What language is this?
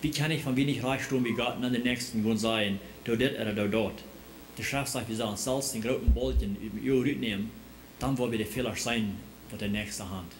Plautdietsch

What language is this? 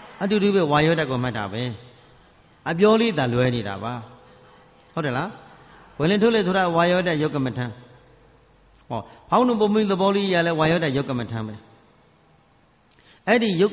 Burmese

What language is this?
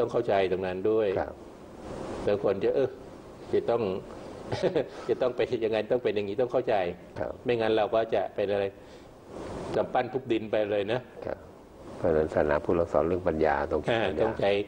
Thai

